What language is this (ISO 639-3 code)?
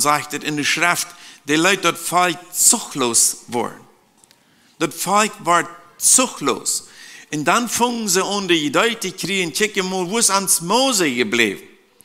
pdt